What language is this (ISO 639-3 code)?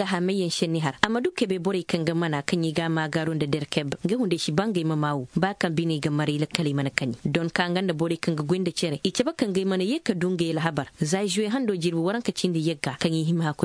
ses